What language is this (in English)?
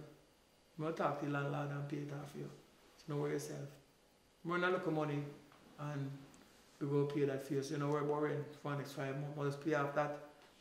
Jamaican Creole English